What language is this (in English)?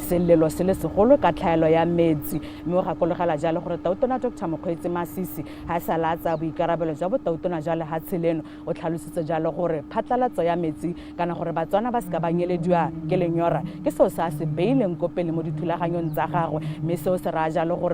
Tswana